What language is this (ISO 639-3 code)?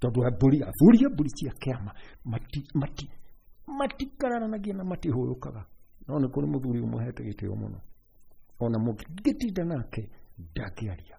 kik